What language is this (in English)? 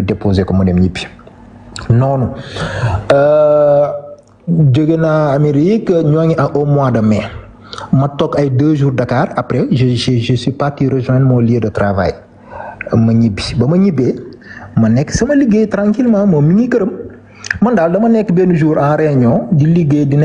Wolof